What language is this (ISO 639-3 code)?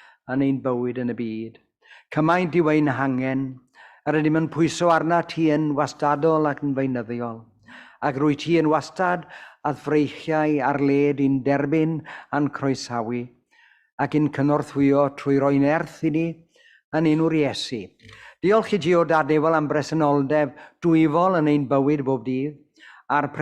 cym